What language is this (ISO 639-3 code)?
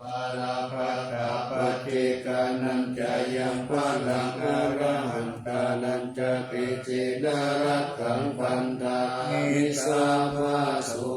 pli